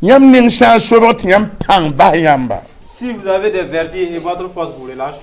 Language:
Mossi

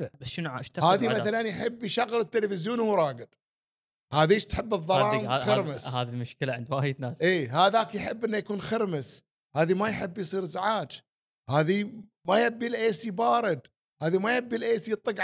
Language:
Gulf Arabic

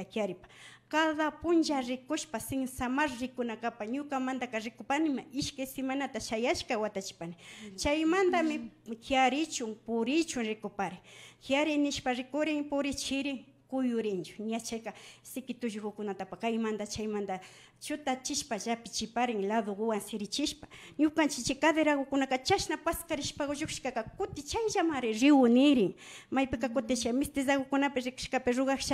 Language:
Imbabura Highland Quichua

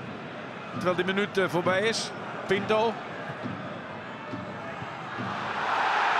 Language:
Dutch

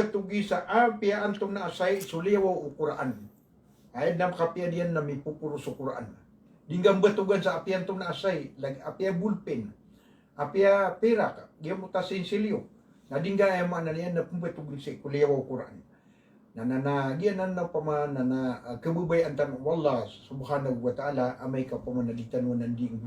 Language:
Maranao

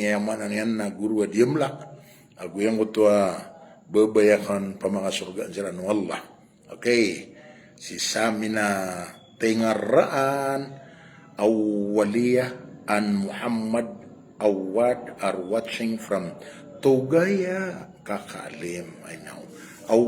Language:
Maranao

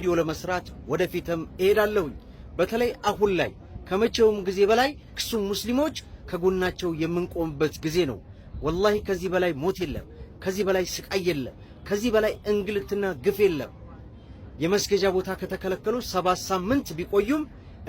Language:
Amharic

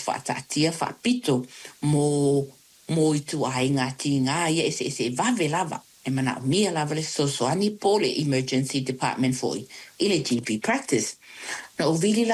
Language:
Samoan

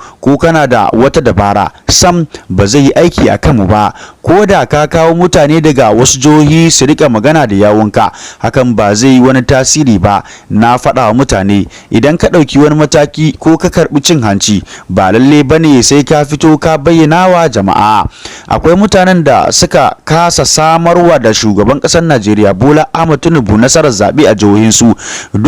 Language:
Hausa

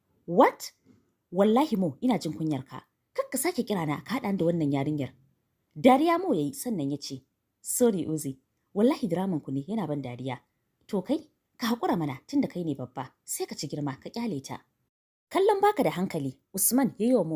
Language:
Hausa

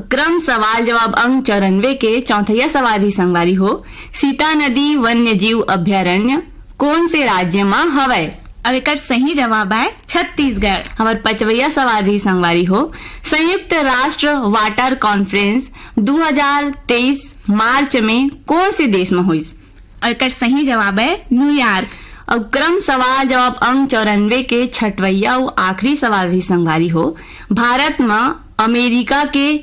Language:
Chhattisgarhi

